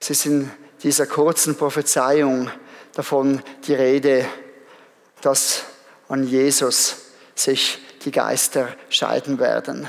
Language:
Swiss German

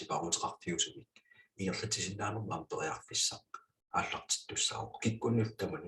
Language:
Kalaallisut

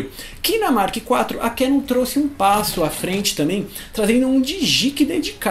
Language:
Portuguese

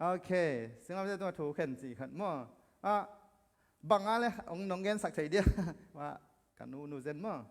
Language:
Tedim Chin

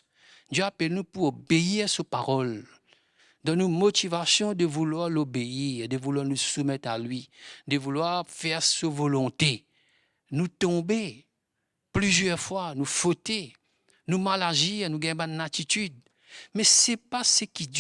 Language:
Morisyen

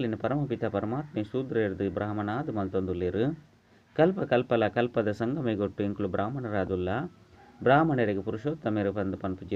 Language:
Tulu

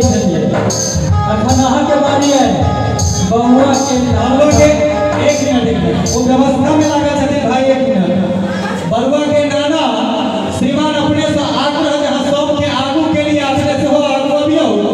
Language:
Maithili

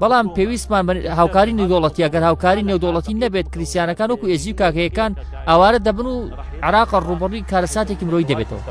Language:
Central Kurdish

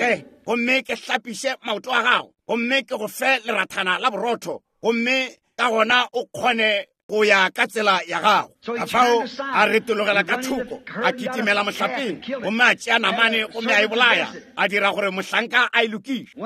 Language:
Northern Sotho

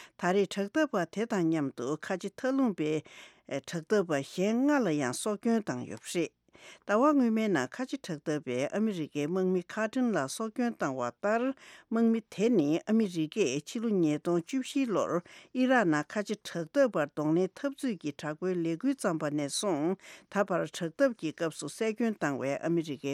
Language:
Tibetan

